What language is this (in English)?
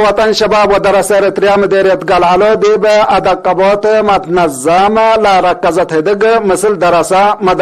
Tigre